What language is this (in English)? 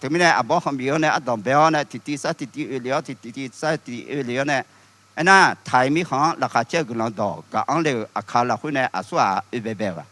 Akha